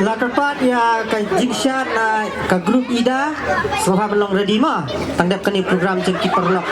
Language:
Khasi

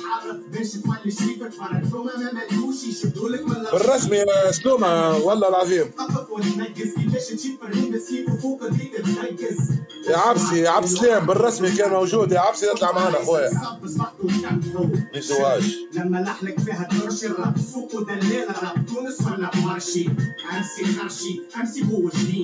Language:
Tunisian Arabic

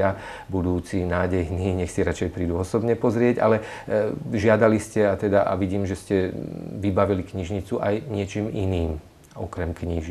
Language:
Slovak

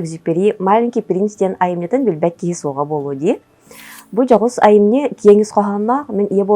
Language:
Yakut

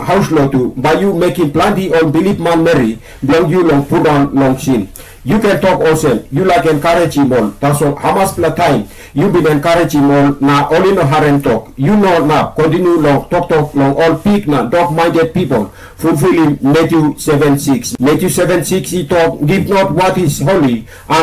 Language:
Tok Pisin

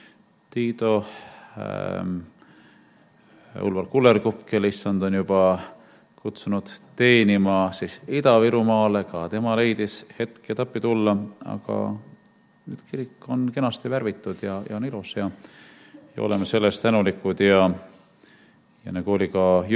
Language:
Estonian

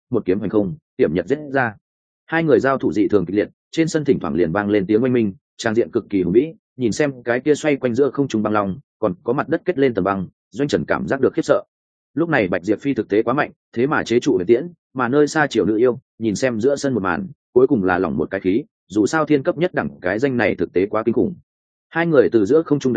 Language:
Vietnamese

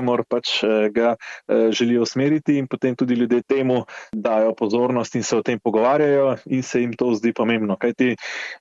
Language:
Slovenian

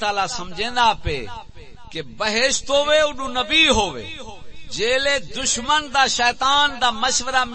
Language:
Saraiki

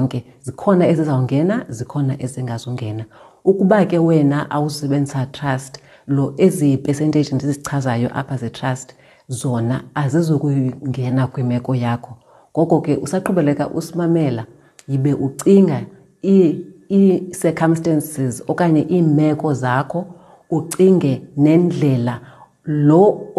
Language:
Xhosa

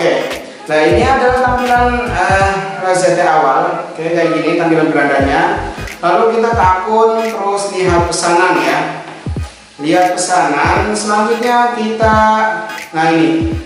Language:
Indonesian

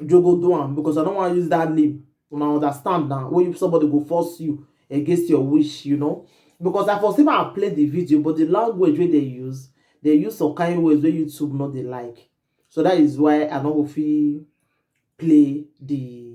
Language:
Nigerian Pidgin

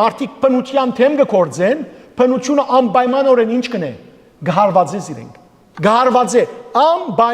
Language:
Western Armenian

